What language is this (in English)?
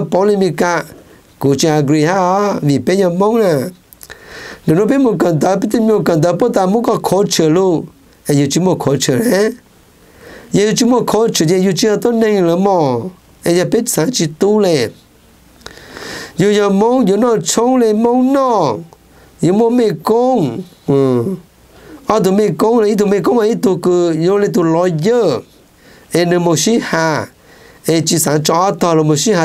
Vietnamese